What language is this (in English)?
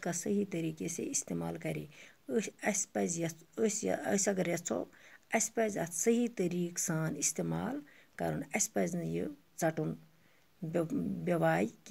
Kashmiri